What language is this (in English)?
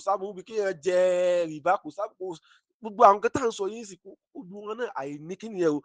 Yoruba